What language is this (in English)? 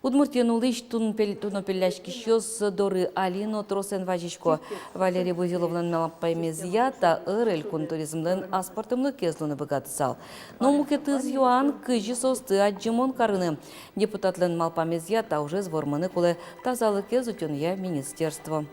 Udmurt